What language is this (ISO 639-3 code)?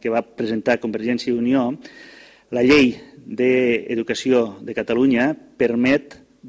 cat